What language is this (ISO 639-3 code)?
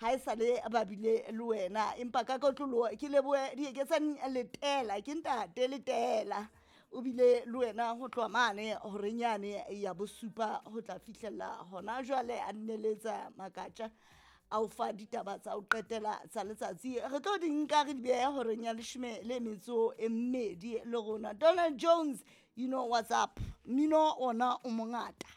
sot